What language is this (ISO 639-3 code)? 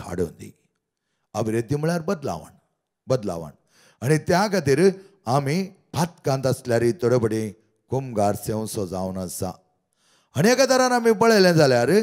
kok